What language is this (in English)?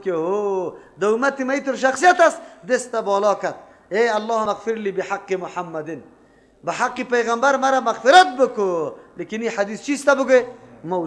Persian